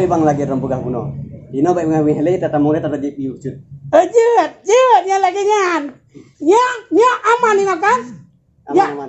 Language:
Achinese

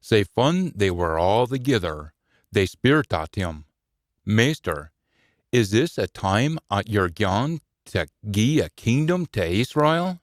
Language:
Scots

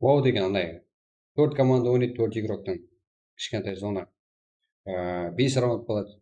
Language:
Kara-Kalpak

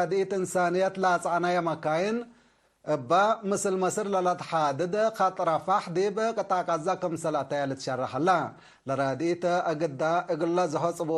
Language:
Tigre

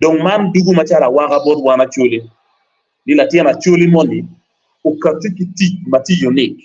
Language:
Acoli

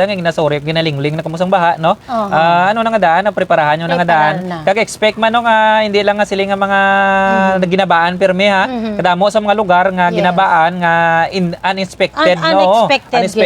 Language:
Hiligaynon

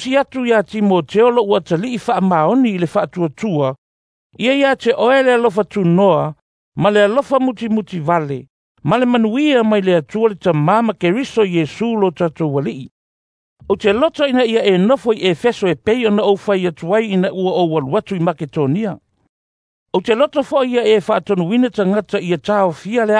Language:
Samoan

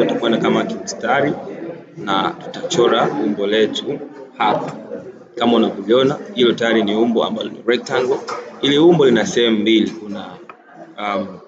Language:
Swahili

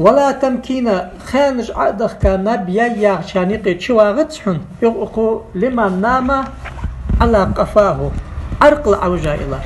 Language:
Ingush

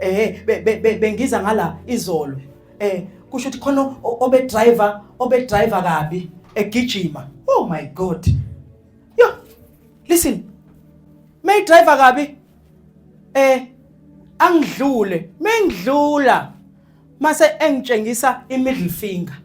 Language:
Zulu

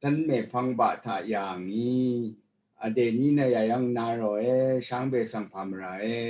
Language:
Rawang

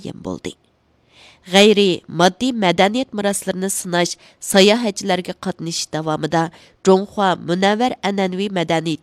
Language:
Uyghur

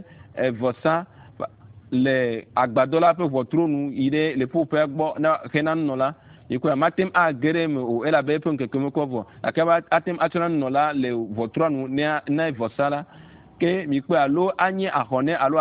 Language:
Ewe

